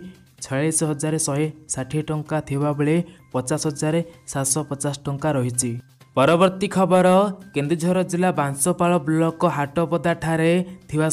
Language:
Odia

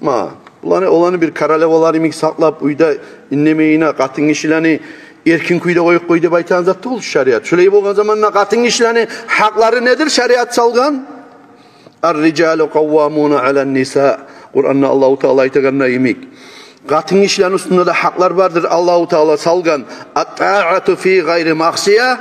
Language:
Kumyk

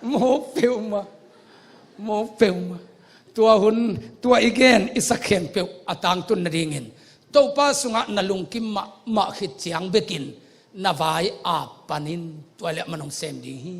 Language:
Tedim Chin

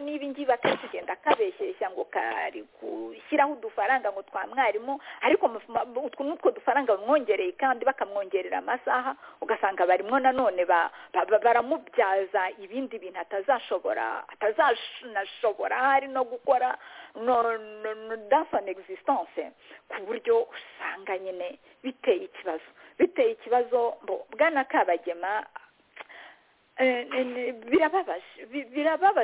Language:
Kinyarwanda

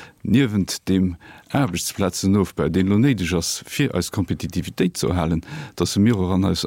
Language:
Luxembourgish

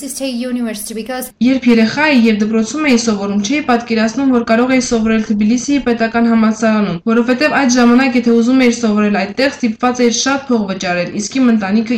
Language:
Armenian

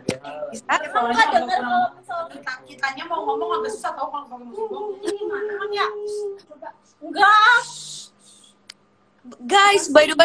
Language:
Indonesian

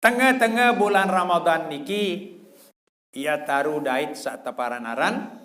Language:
Sasak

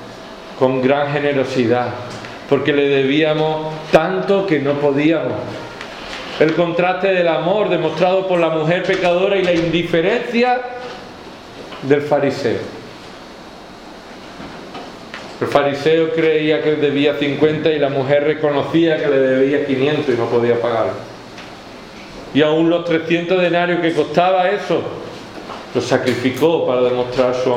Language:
Spanish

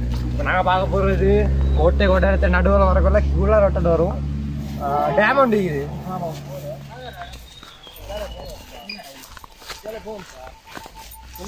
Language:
Tamil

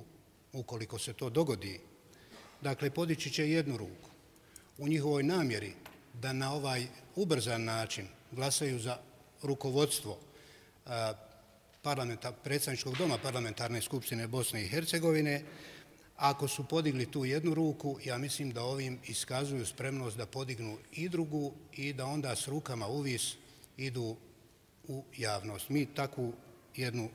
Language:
Bosnian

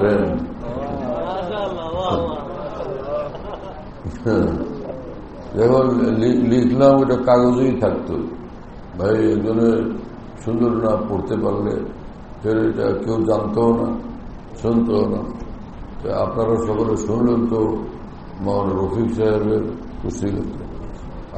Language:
Bangla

